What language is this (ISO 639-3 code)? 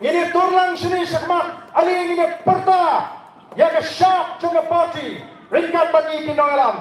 kha